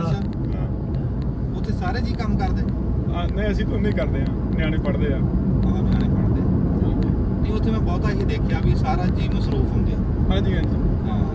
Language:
Punjabi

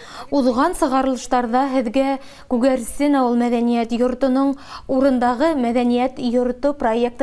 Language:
Bashkir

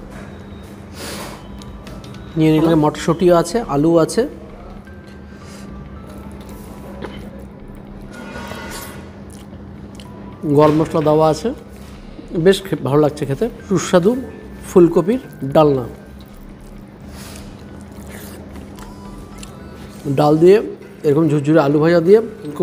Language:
Bangla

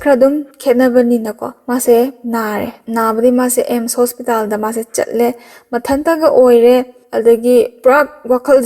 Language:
Manipuri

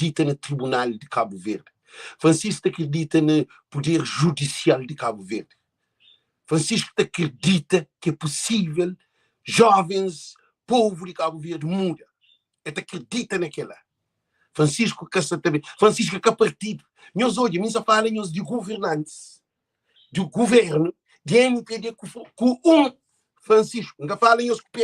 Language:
Kabuverdianu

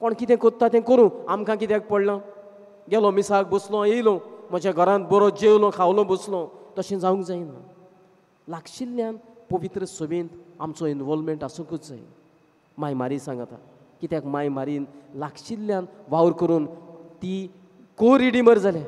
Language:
Konkani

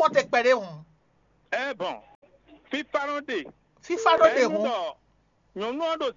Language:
Fon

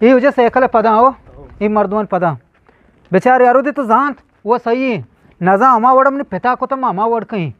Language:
Eastern Balochi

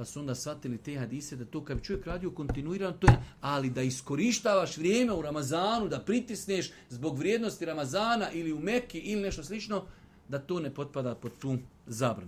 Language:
Bosnian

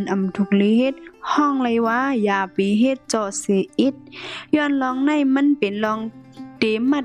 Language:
Shan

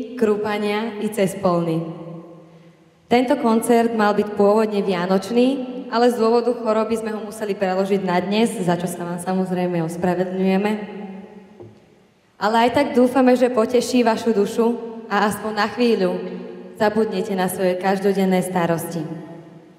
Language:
Slovak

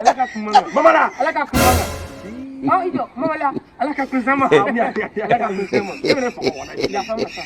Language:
Bambara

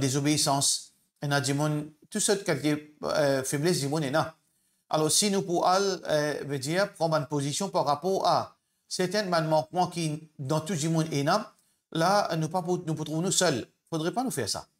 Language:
Morisyen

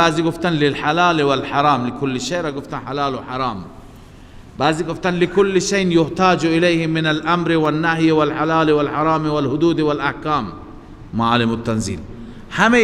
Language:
Persian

